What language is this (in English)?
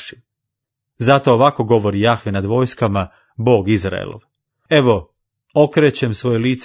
Croatian